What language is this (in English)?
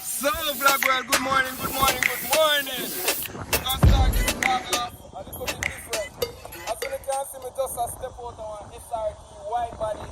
Jamaican Creole English